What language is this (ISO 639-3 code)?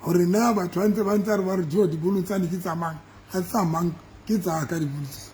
sot